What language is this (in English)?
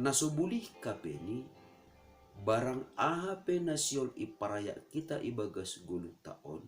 Batak Simalungun